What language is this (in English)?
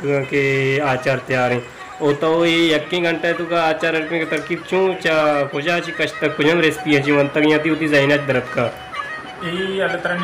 Baluchi